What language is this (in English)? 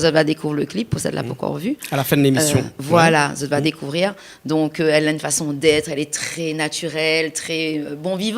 Réunion Creole French